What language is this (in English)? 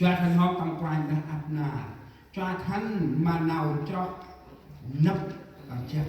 Central Mnong